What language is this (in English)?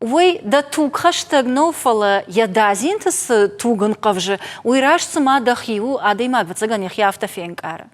Ossetic